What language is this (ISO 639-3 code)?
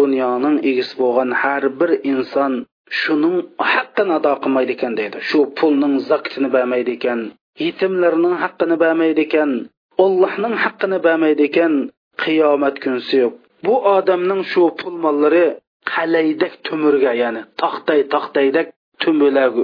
uig